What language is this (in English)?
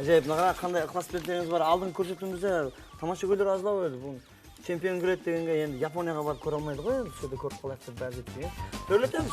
Kara-Kalpak